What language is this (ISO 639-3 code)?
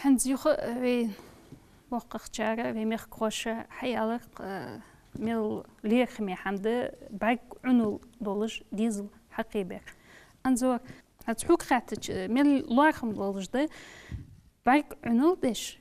inh